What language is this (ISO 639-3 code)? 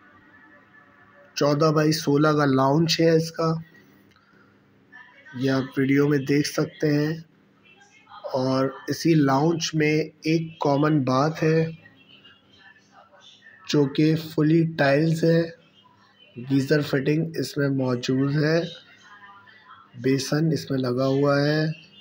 hin